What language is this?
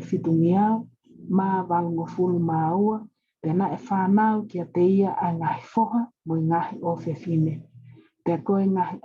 Tongan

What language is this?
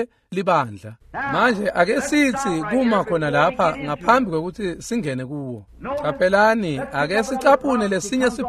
Swati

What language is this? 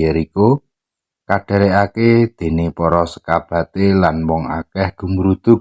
Javanese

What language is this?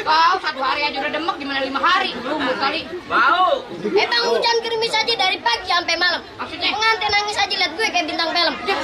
Betawi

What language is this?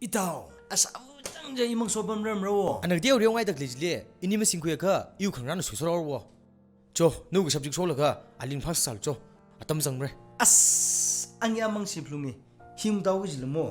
Tangkhul Naga (India)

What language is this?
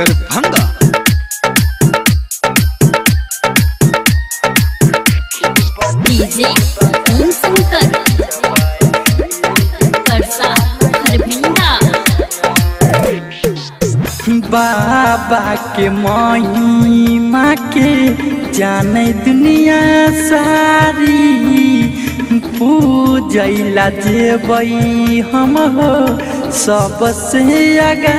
Maithili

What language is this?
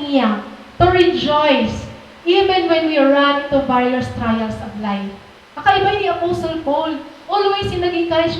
Waray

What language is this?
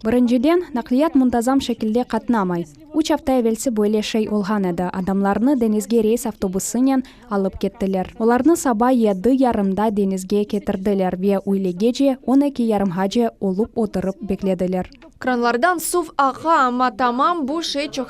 Crimean Tatar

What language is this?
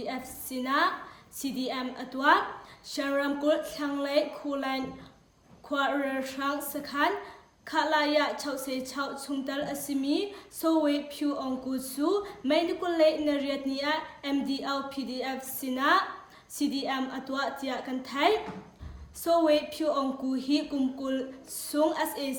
Hakha Chin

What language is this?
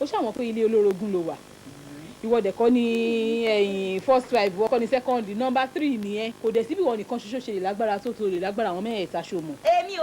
Yoruba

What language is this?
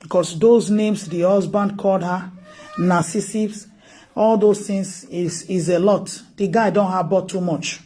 Nigerian Pidgin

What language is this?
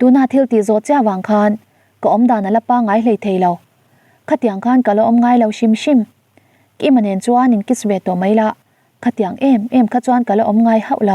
Mizo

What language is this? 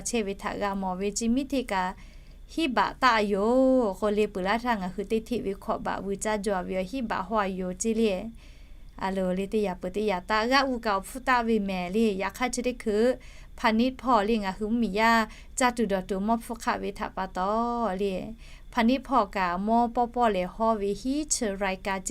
Lahu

